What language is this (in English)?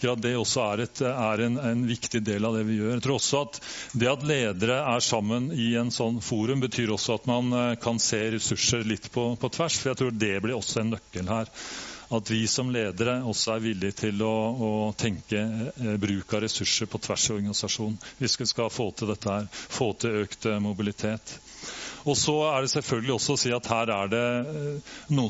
Norwegian